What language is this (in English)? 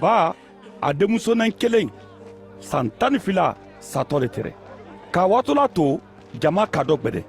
Mandingo